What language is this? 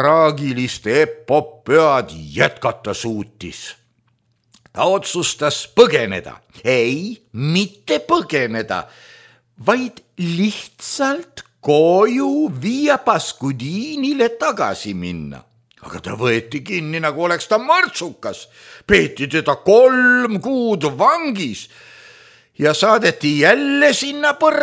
Estonian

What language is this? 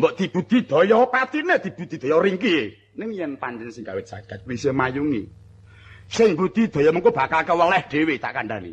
Javanese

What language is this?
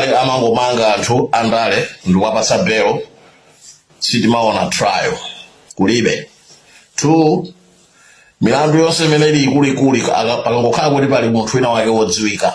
Nyanja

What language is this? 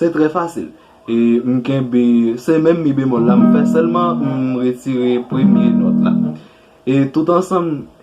Haitian Creole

